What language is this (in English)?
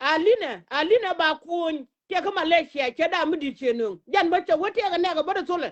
Nuer